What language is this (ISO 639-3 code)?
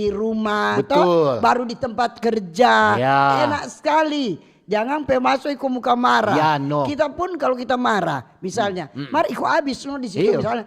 xmm